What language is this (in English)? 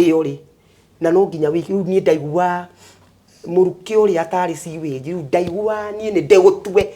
Kikuyu